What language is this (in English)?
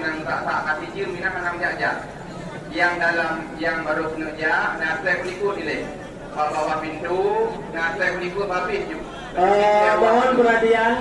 Achinese